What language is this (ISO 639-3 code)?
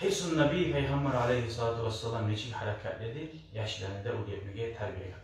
kum